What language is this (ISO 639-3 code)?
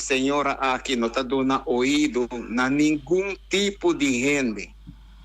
pap